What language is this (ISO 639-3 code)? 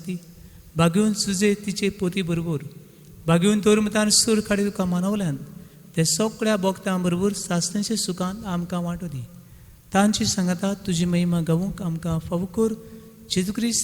kok